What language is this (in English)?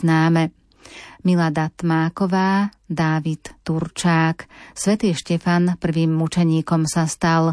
Slovak